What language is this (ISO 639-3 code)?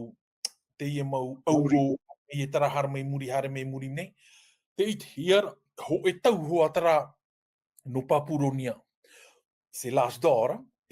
tah